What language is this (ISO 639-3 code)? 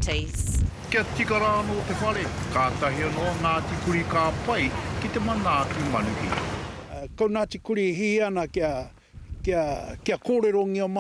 mri